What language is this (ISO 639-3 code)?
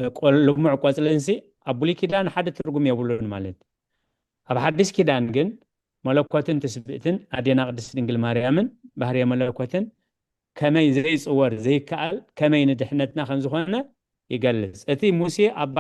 tir